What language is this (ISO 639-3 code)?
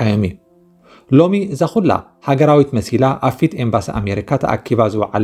tir